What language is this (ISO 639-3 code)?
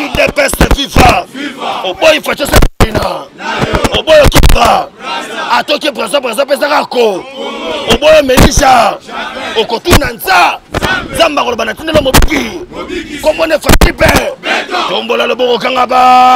lin